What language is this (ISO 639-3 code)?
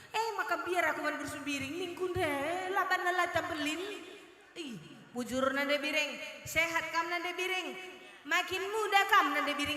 btx